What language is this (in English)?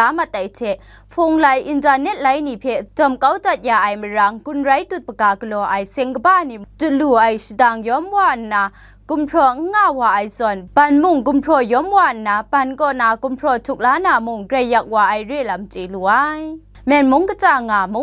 Kachin